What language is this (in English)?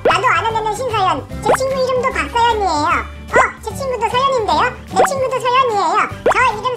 Korean